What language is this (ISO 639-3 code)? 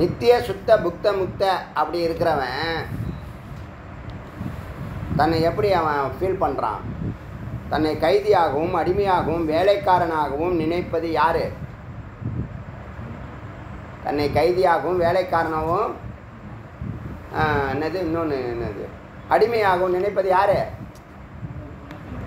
tam